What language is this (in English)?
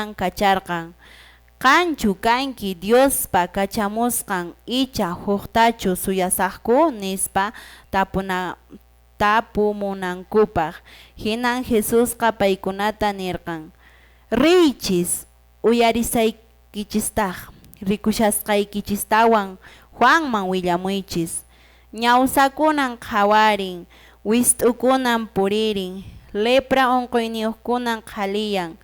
Quechua